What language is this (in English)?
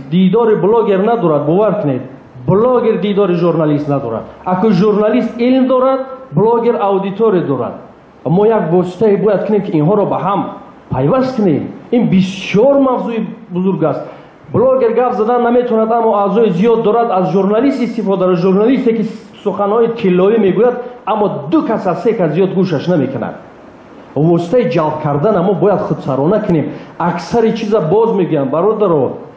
Tajik